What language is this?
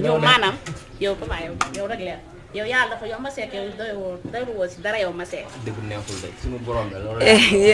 Wolof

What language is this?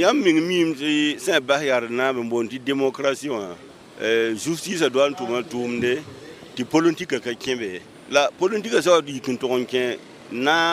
Mossi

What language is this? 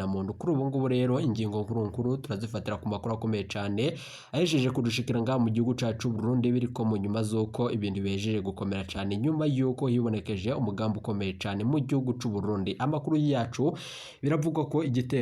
Rundi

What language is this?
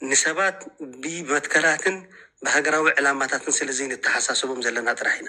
Tigrinya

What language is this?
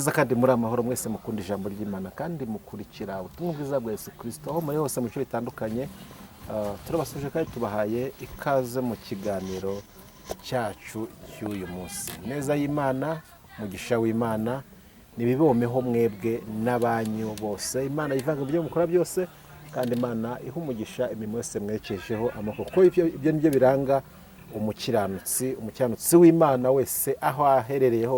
Kinyarwanda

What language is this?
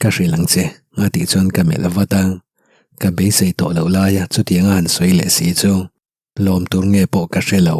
Mizo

